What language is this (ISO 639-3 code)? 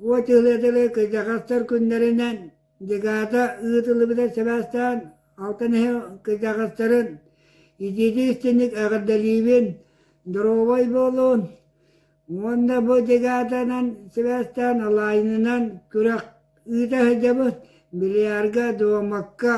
sah